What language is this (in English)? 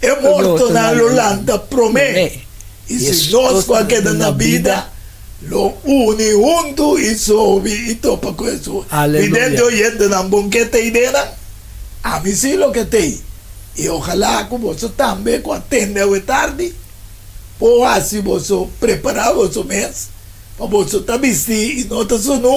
Papiamento